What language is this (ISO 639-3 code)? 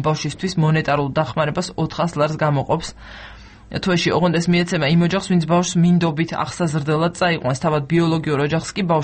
kat